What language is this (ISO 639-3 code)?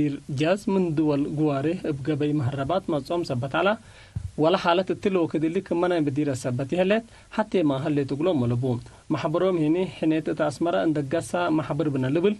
tig